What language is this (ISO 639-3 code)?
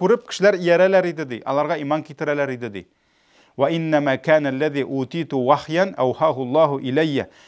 tat